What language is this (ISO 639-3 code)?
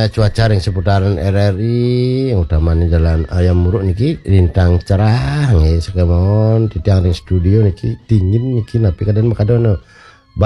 ban